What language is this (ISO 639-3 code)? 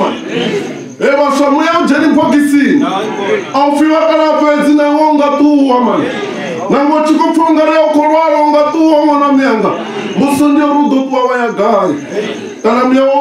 ven